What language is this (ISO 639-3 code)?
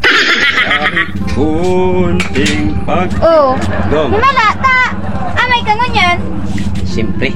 bik